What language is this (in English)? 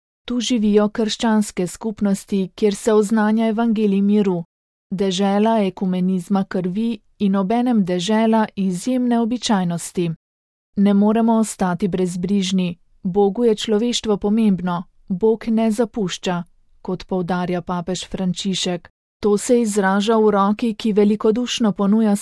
Slovenian